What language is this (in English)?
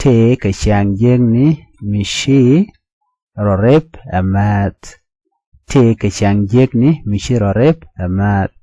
Nuer